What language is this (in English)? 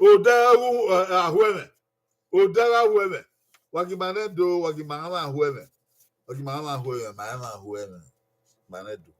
Bini